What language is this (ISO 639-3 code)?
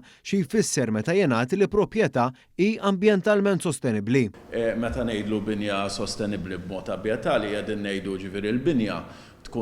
mlt